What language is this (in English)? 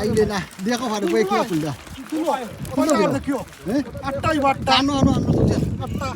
Sylheti